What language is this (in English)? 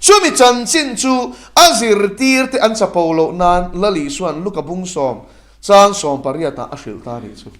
Mizo